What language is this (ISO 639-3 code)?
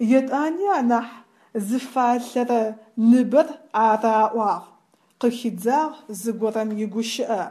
ady